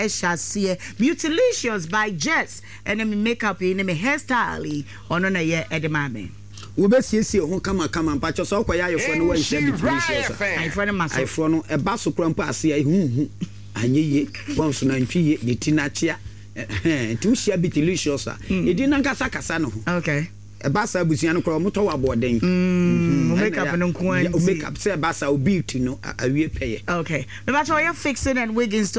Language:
Akan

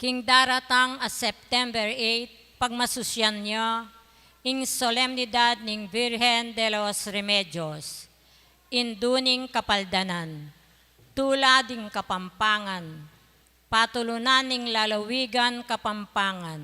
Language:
Pampanga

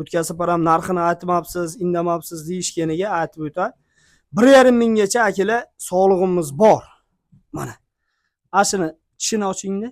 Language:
Uzbek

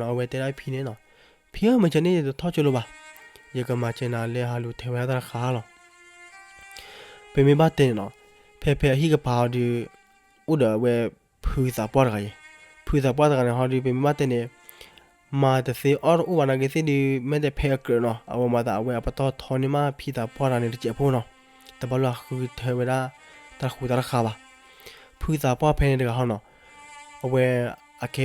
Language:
S'gaw Karen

